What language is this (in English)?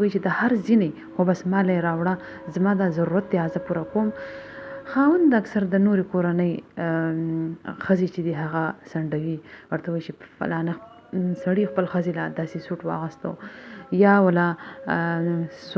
Pashto